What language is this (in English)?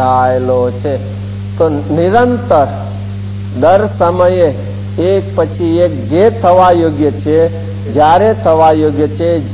Gujarati